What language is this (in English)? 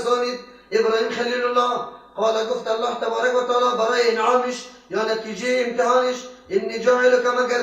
Persian